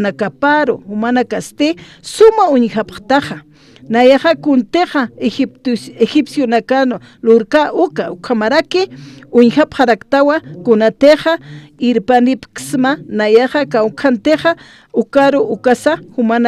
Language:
Aymara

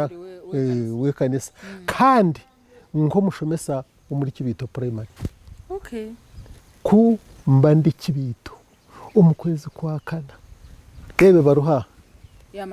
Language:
Nyankole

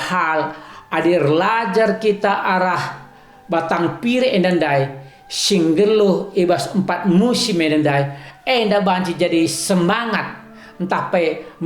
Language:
Batak Karo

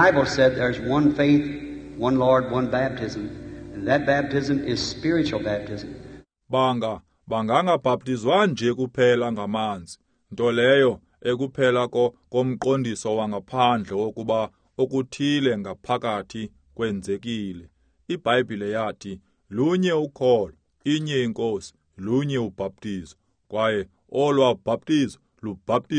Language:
Xhosa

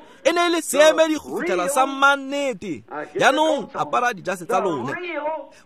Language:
Tswana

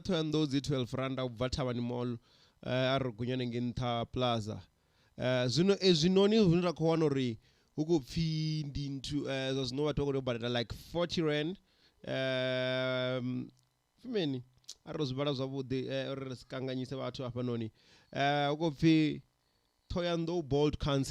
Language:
Venda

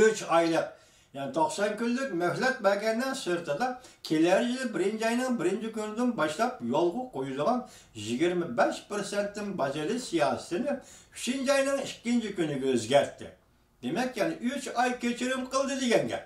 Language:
Uyghur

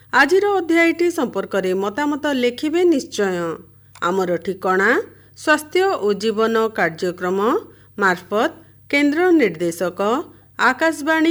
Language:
Odia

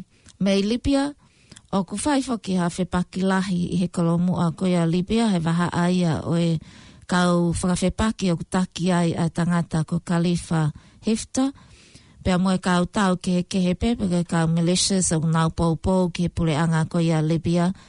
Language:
Tongan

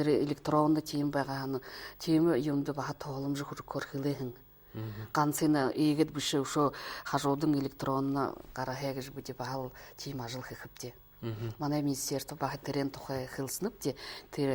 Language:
Buriat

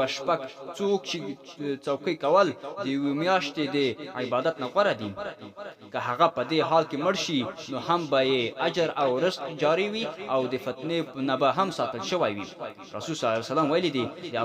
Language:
Pashto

